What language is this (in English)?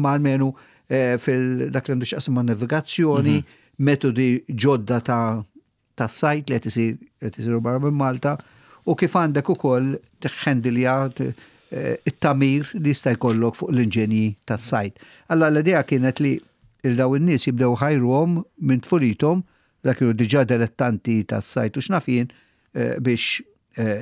Maltese